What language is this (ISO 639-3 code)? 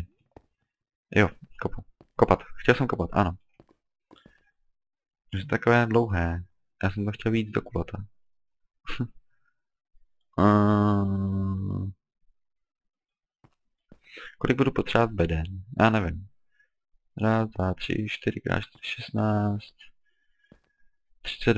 ces